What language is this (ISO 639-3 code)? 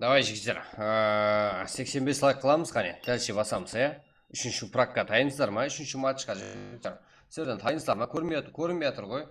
kaa